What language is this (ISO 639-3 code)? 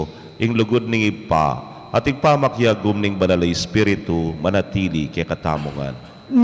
pam